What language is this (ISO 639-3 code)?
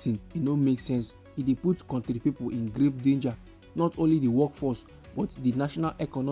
pcm